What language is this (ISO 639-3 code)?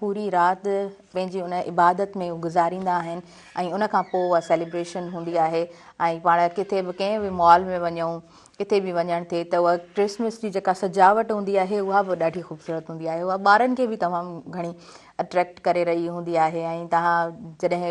snd